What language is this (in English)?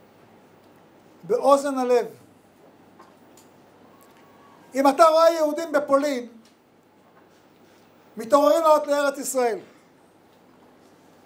Hebrew